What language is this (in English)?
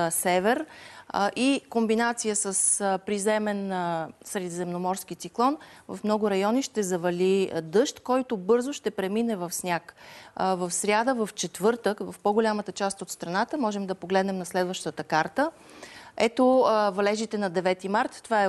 Bulgarian